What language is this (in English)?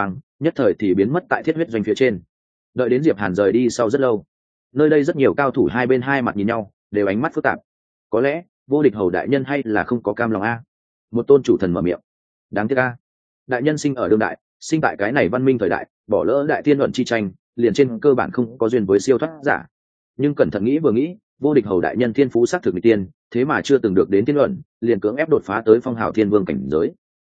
Vietnamese